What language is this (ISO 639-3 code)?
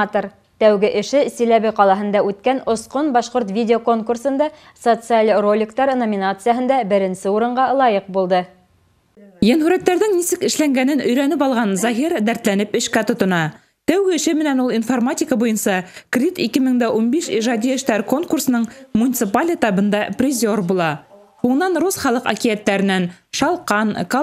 bak